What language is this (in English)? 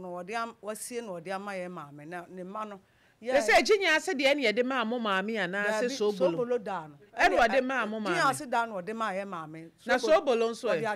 Akan